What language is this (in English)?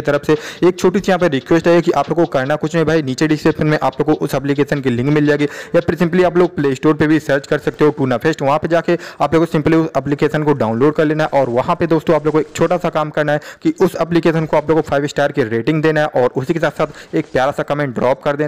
Hindi